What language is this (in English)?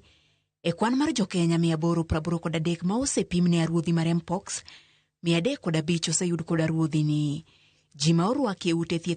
Luo (Kenya and Tanzania)